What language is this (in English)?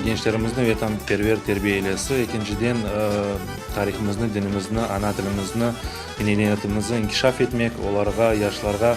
Crimean Tatar